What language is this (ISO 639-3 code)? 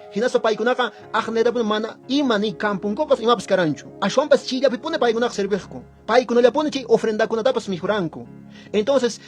que